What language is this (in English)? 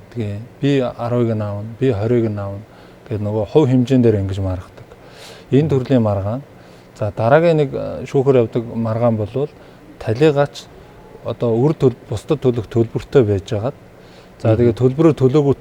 Mongolian